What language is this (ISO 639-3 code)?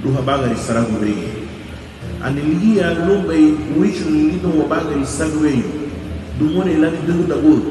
cab